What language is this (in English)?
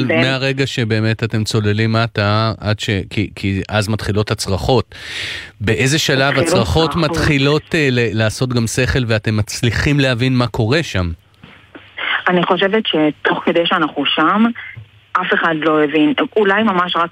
Hebrew